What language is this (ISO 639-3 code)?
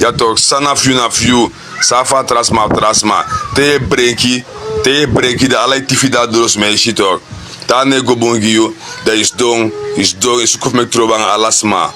srn